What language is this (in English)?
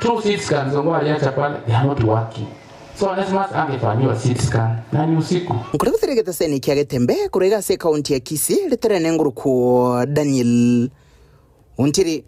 Gusii